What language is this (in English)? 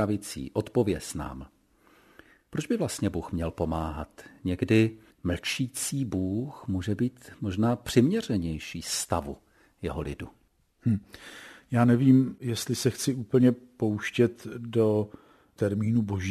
Czech